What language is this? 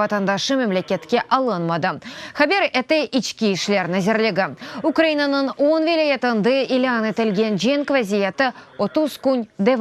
Crimean Tatar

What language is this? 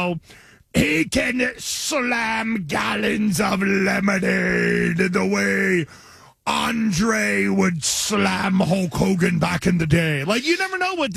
English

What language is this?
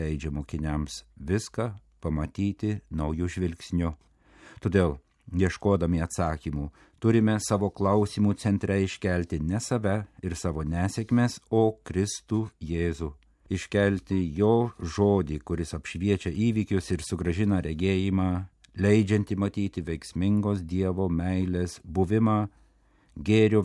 Lithuanian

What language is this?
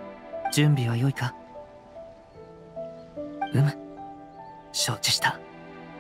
Japanese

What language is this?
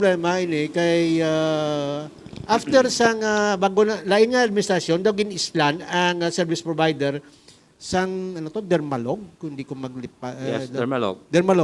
Hiligaynon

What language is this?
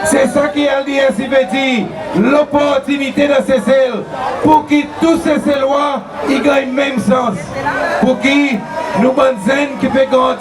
Seselwa Creole French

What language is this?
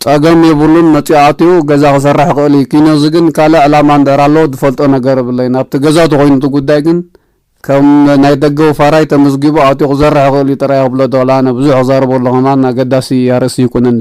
Tigrinya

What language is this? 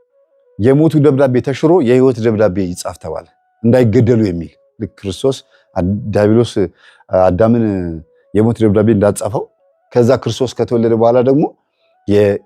Amharic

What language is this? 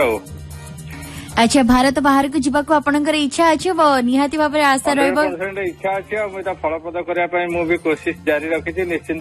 Odia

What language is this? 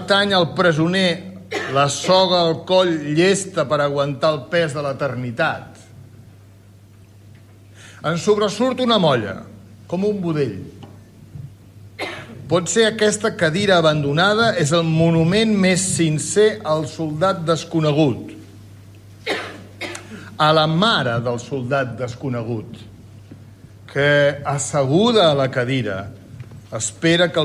Catalan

